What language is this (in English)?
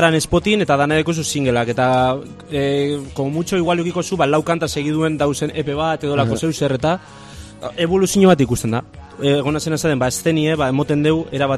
Basque